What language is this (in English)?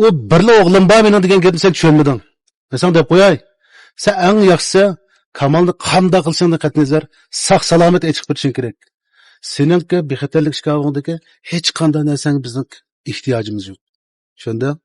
Uyghur